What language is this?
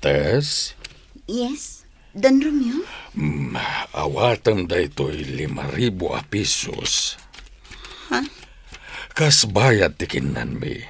Iloko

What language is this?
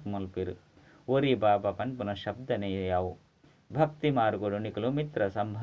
Tulu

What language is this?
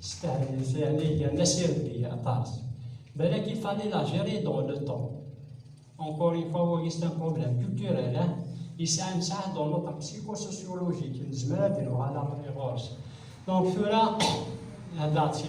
Kabyle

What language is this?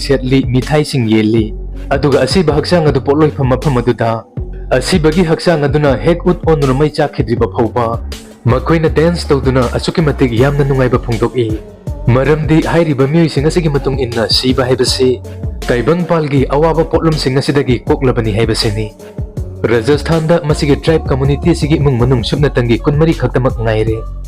Manipuri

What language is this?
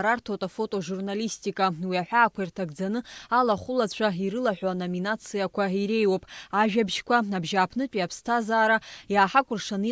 Abkhazian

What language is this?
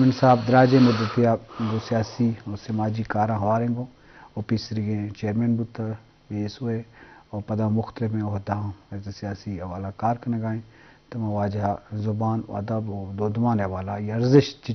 Eastern Balochi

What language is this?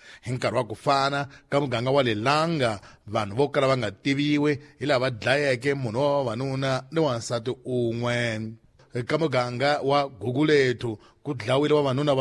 Tsonga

